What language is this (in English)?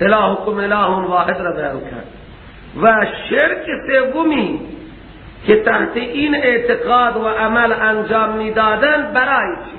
Persian